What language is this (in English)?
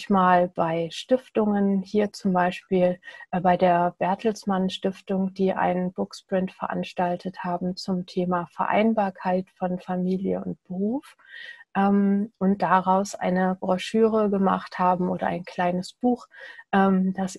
German